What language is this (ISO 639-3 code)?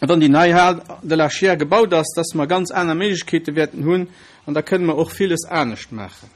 ltz